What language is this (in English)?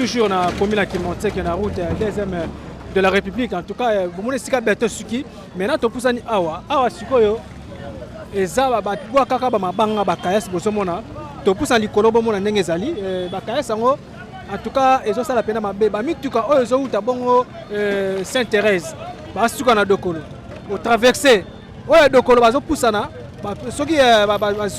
Lingala